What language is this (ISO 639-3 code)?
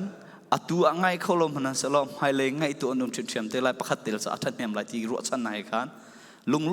cfm